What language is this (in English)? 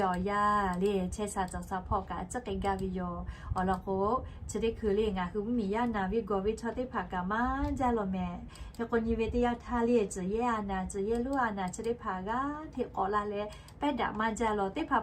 Lahu